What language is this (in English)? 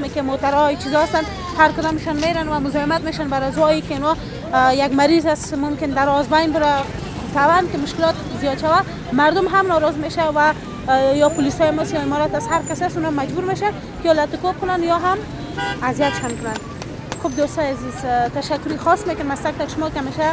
Persian